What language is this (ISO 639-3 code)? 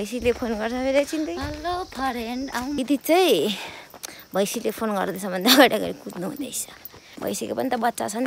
nep